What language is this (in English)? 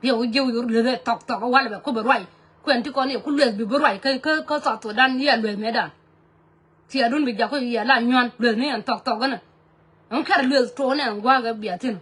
Nuer